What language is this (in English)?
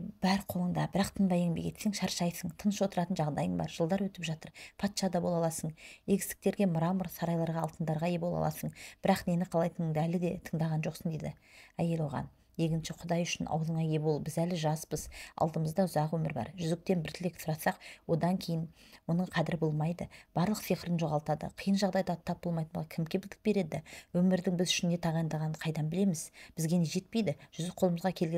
Kazakh